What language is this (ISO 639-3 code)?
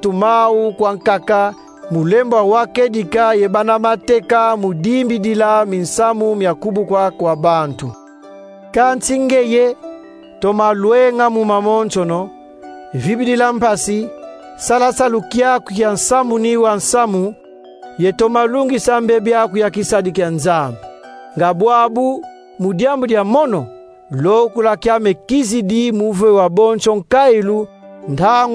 kon